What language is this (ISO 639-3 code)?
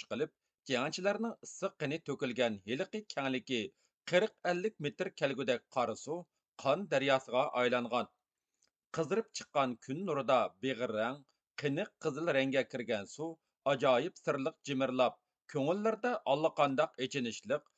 uig